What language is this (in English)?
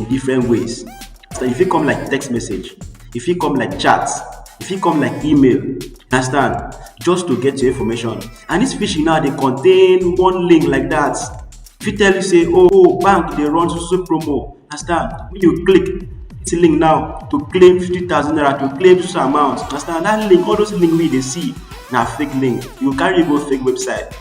Nigerian Pidgin